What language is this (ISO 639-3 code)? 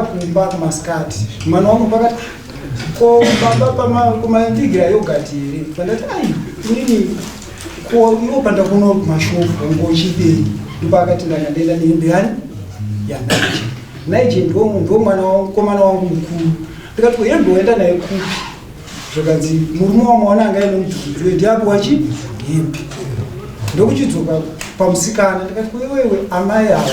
sna